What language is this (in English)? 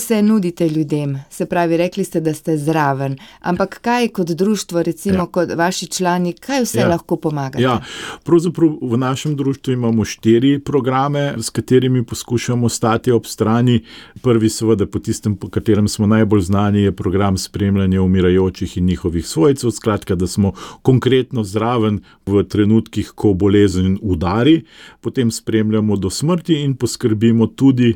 Slovenian